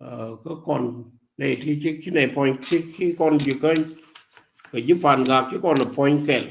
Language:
Nuer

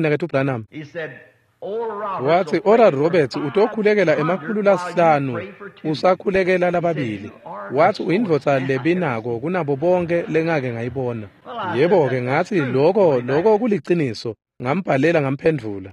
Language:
Swati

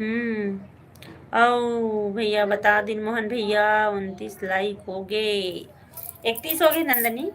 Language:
Chhattisgarhi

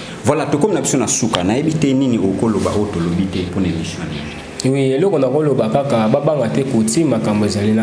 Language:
Lingala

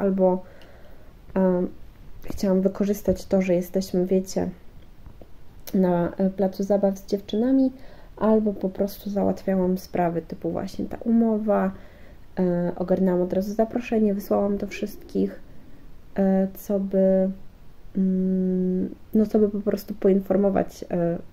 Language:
Polish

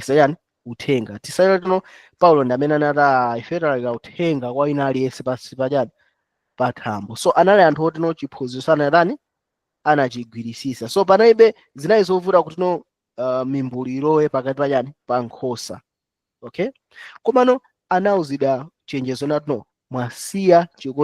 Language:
Nyanja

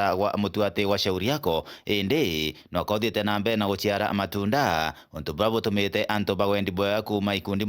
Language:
Meru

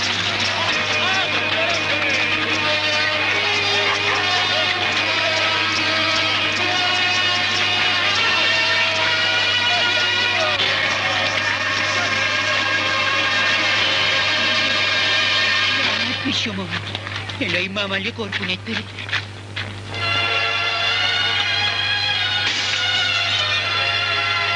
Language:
Persian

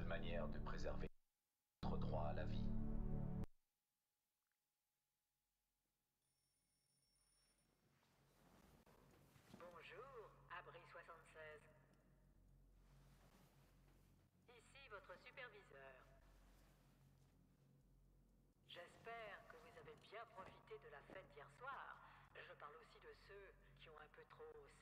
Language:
French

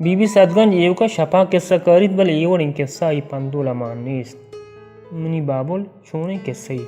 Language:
Baluchi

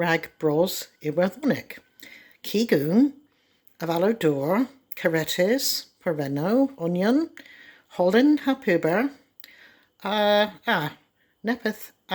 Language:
Cornish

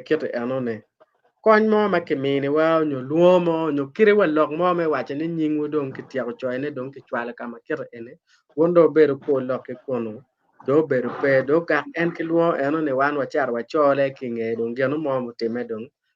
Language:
Acoli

